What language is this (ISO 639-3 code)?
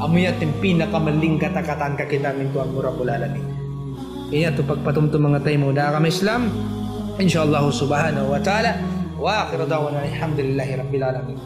tsg